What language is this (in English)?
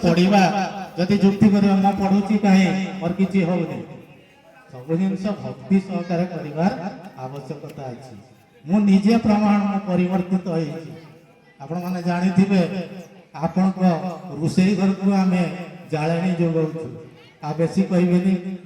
Odia